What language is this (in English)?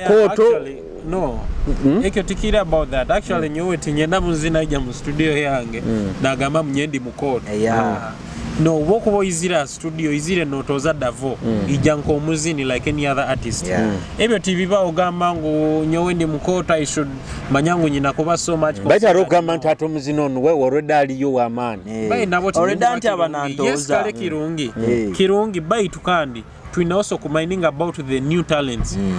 Nyoro